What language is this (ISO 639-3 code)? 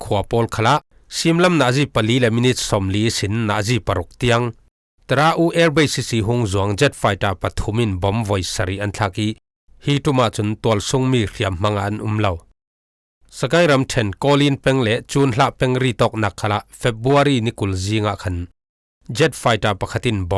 cfm